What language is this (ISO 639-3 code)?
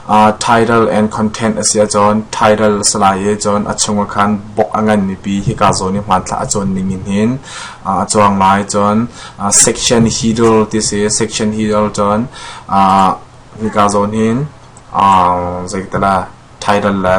cnh